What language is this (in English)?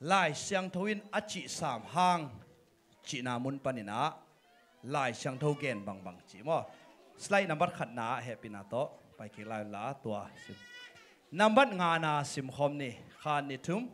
Tedim Chin